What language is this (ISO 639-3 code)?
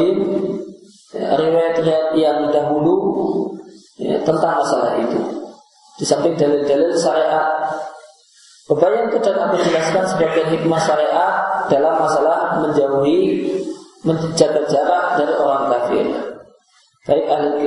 ind